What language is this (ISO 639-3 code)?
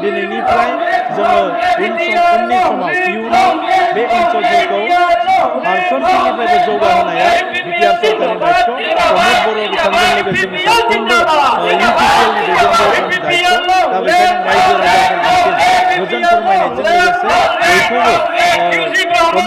brx